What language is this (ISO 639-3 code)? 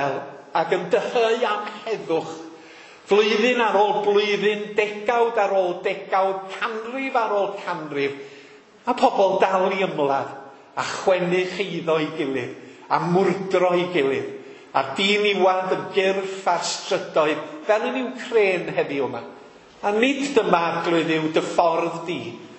cym